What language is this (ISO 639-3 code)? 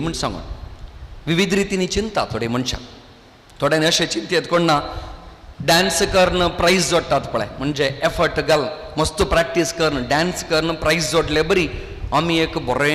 kok